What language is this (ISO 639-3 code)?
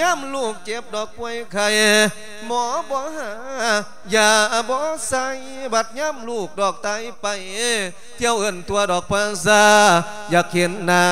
lao